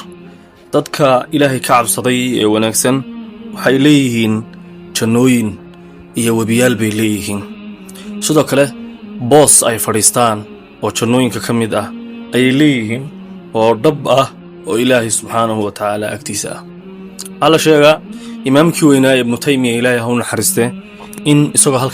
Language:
Somali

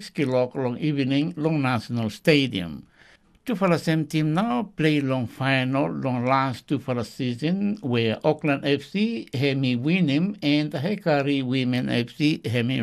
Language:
Tok Pisin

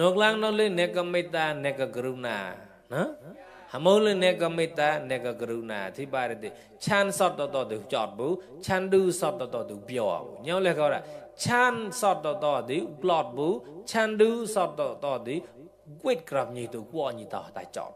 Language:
Mon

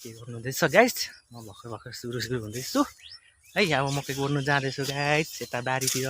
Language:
Nepali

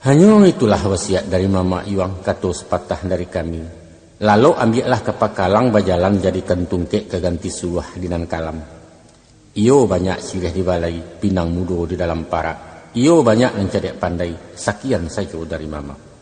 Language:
Minangkabau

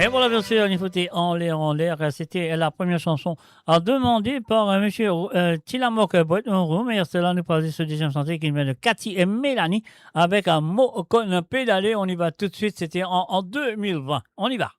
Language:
Morisyen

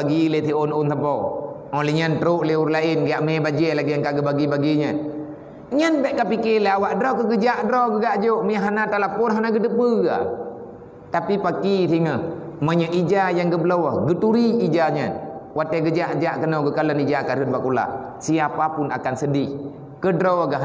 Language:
Achinese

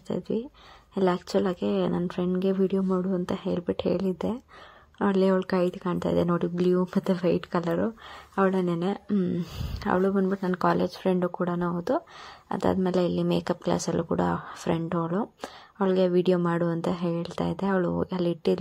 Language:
Kannada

